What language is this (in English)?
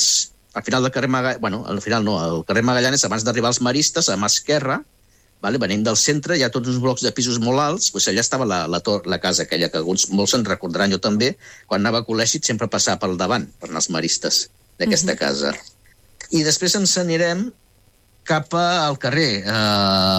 Catalan